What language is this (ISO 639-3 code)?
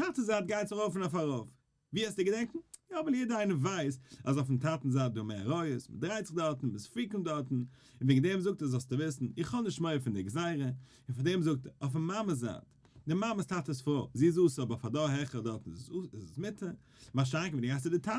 yid